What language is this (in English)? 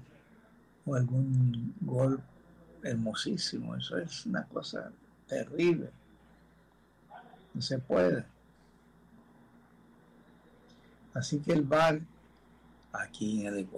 Spanish